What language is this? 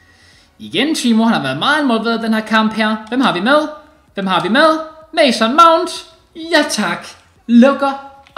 Danish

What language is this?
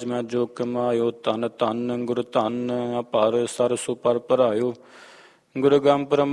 Punjabi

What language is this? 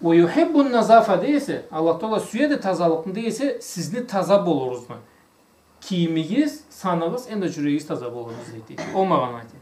Karachay-Balkar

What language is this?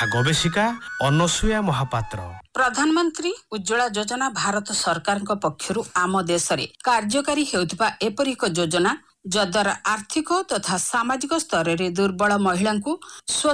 Odia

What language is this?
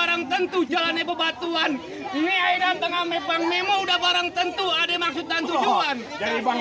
Betawi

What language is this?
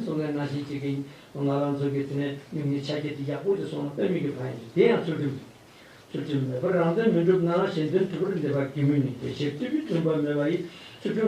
Tibetan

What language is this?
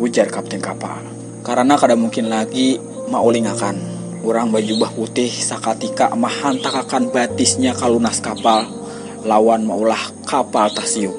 Banjar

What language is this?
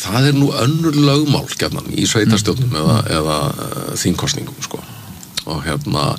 Icelandic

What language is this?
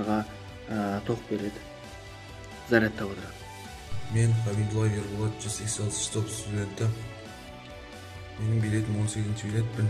Kazakh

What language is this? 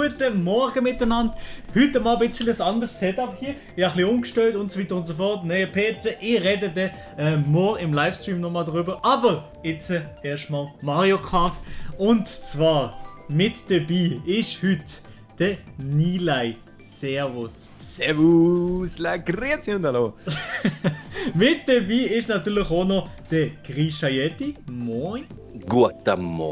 Swiss German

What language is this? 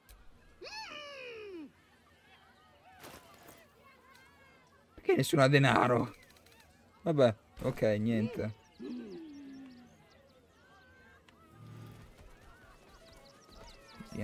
English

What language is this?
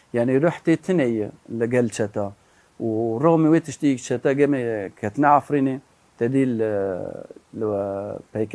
Kurdish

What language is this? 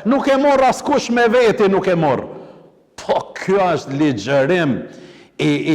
Albanian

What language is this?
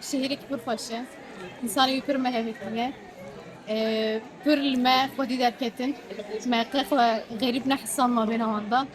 Kurdish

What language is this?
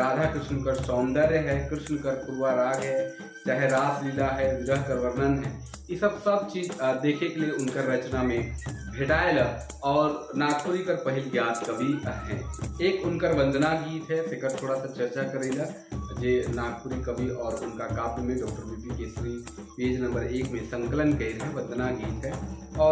Sadri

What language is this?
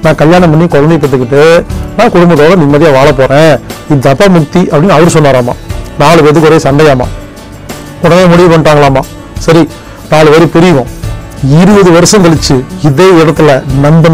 Tamil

